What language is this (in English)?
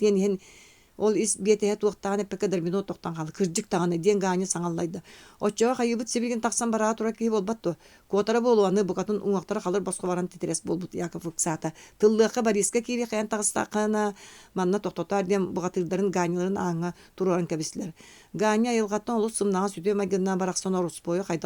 Yakut